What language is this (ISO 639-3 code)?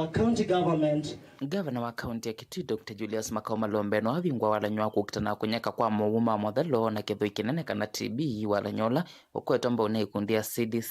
kam